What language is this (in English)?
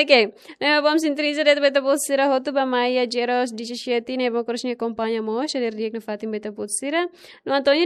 Tetum